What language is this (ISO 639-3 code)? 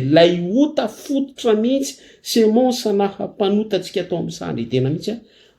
mlg